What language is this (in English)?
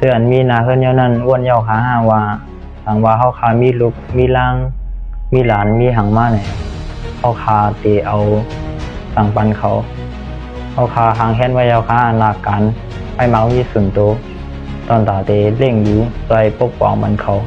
Shan